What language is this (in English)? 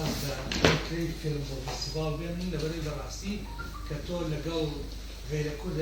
Central Kurdish